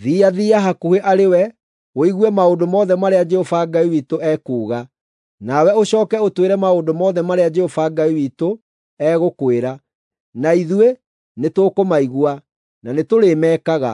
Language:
Kikuyu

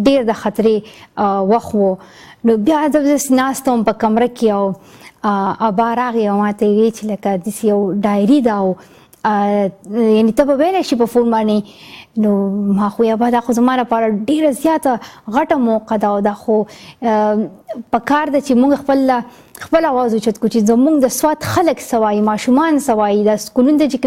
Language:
Pashto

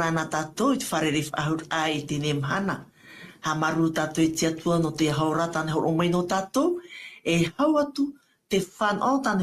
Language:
Tahitian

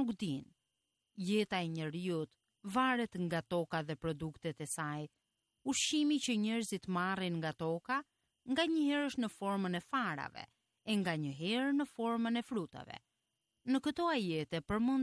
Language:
Albanian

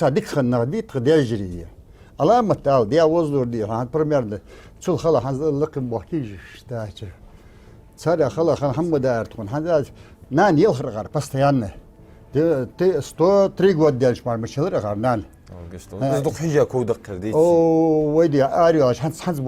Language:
Ingush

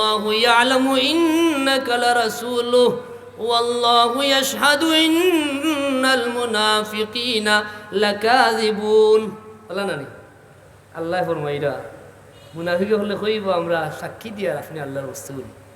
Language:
Sylheti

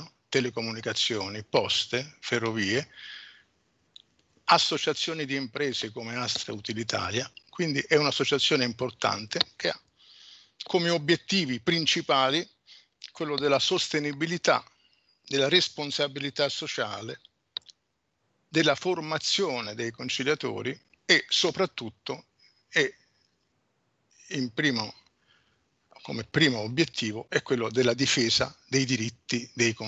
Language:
Italian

